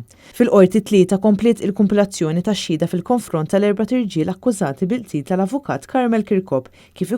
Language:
Maltese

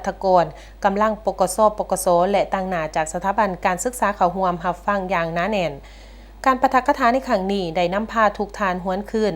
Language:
Lao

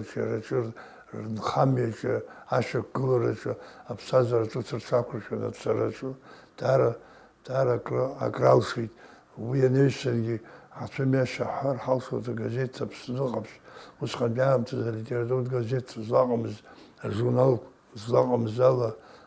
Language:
Abkhazian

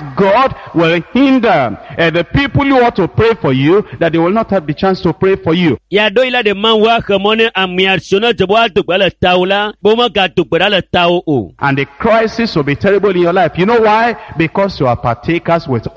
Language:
Ewe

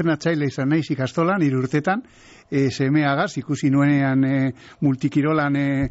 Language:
Basque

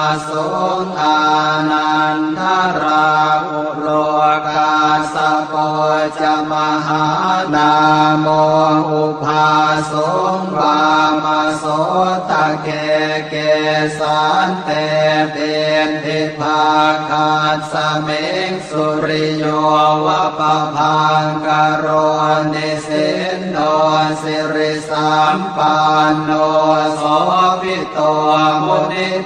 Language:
Pali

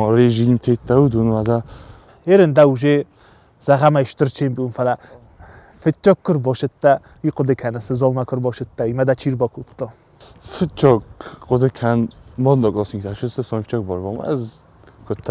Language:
Ossetic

